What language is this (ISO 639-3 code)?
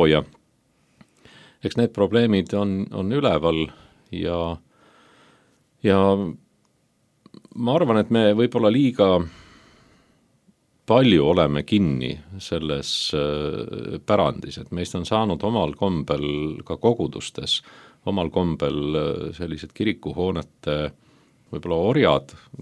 est